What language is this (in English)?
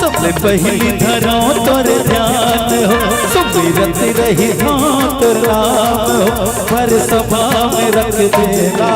Chhattisgarhi